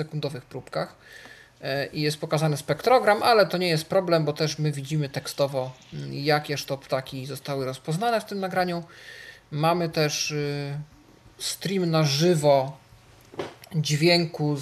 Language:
Polish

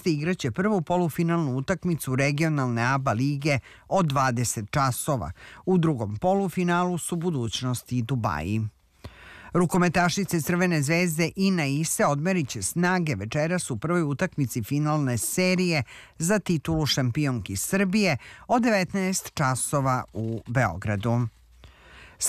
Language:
Serbian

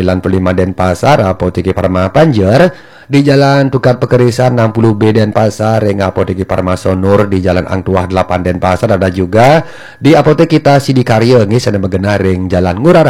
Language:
Balinese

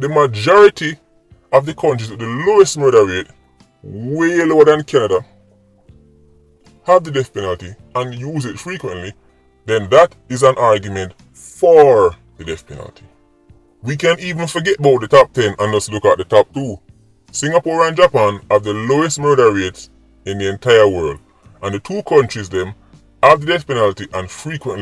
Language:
Jamaican Creole English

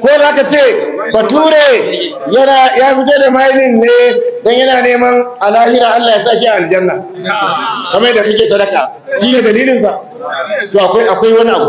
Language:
Hausa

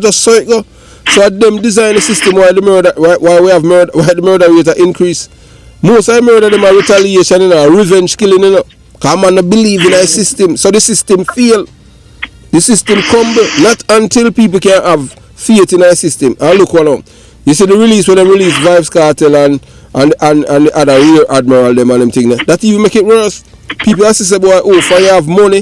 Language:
Jamaican Creole English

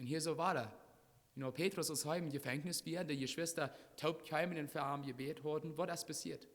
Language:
Plautdietsch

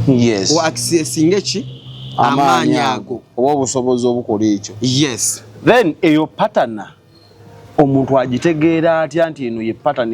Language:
Ganda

